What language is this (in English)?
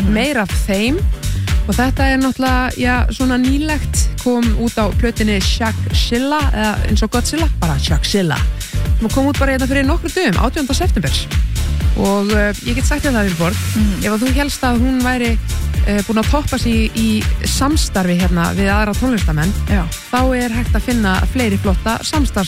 Icelandic